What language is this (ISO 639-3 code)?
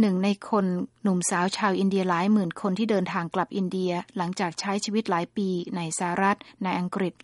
tha